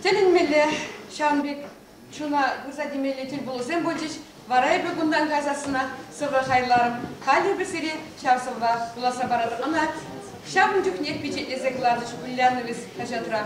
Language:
Chuvash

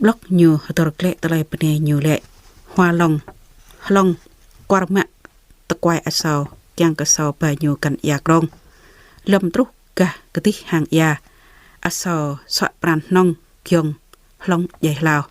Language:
Jarai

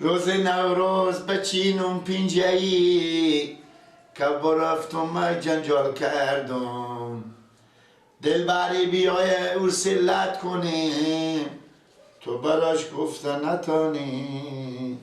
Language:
Persian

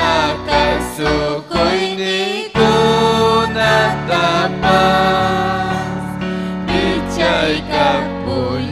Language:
Ayacucho Quechua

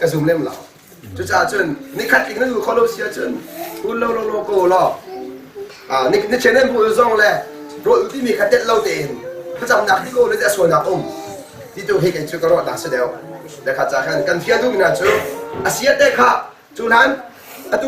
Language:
Hakha Chin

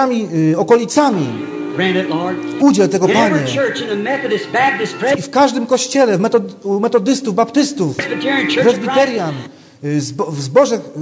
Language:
Polish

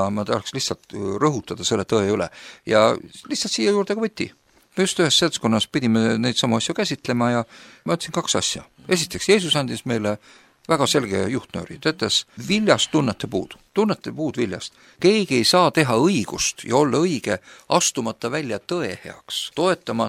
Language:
Estonian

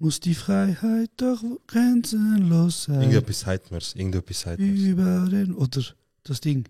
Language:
Swiss German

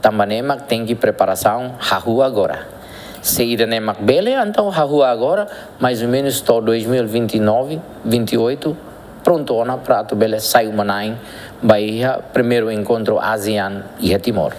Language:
Tetum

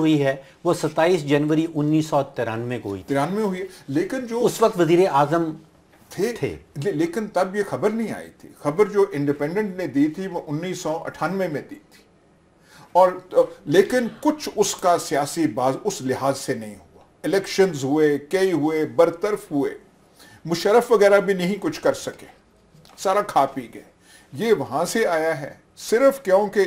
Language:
Urdu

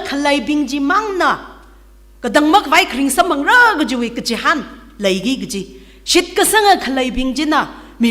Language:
Tangkhul Naga (India)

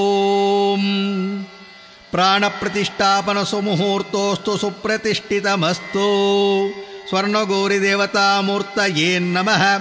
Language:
Kannada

